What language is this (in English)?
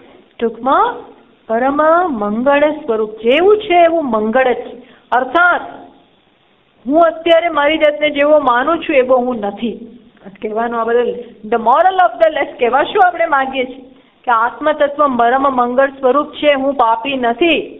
Gujarati